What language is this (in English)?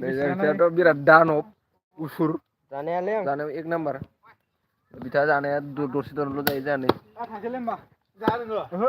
Bodo